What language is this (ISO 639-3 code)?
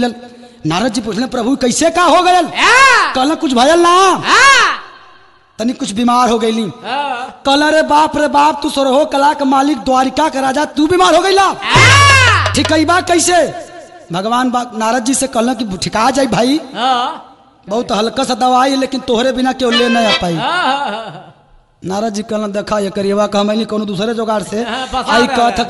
bho